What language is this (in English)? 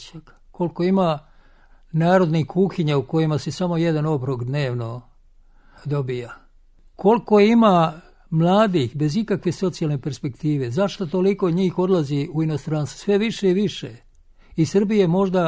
Serbian